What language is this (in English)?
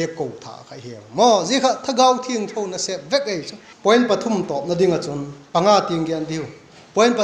Vaiphei